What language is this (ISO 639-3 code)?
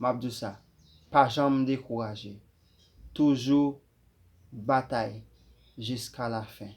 hat